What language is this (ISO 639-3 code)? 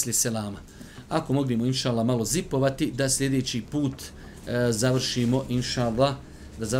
bos